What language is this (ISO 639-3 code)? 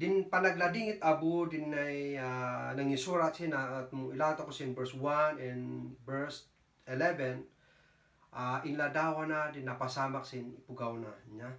kne